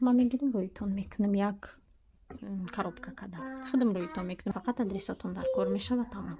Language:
Tajik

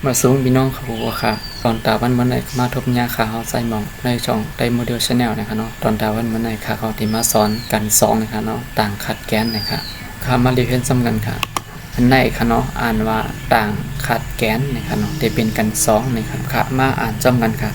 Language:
Shan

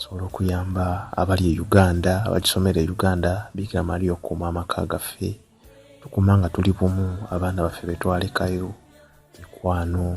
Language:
Ganda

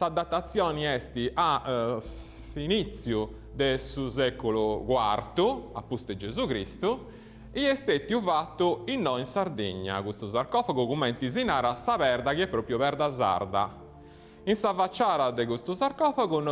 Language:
Sardinian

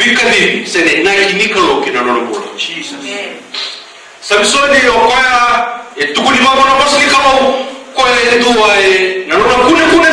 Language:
Fijian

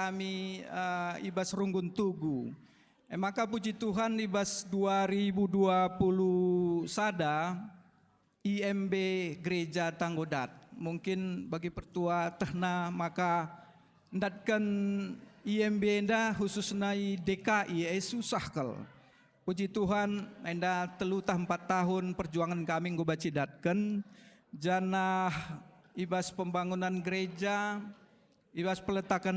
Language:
Batak Karo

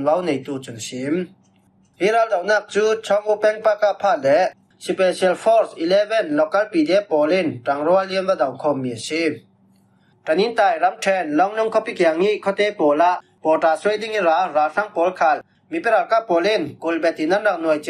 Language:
Falam Chin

